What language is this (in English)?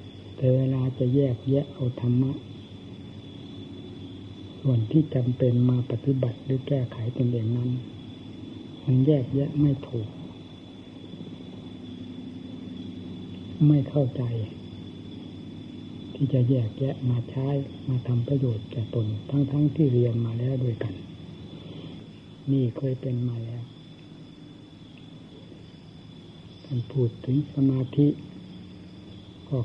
Thai